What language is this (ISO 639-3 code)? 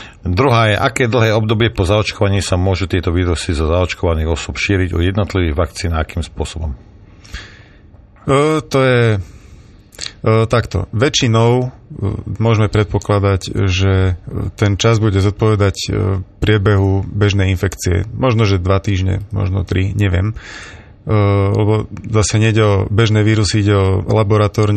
slk